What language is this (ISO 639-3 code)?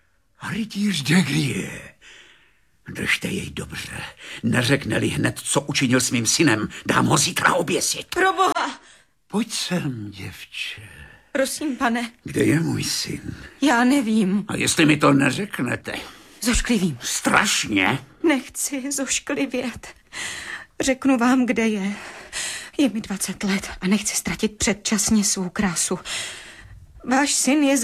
ces